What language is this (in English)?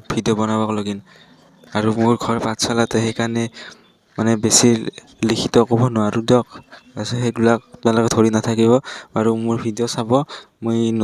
Assamese